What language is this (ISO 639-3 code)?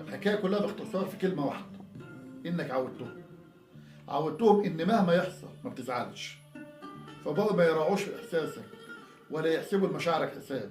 arz